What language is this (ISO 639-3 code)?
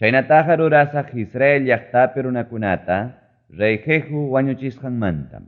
quy